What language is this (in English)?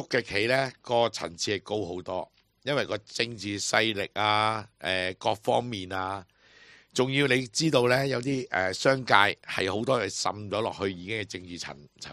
Cantonese